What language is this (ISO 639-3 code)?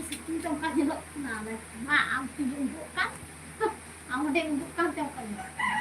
sat